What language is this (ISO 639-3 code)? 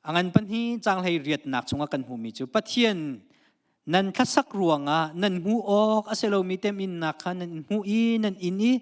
cnh